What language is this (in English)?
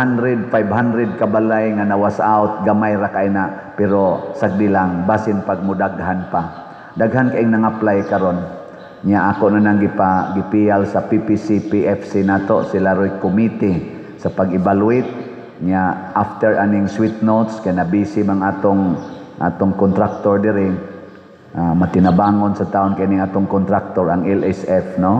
Cebuano